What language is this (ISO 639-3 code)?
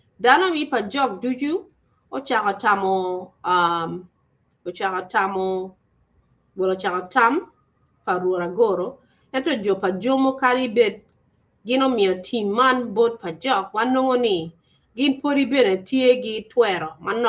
ach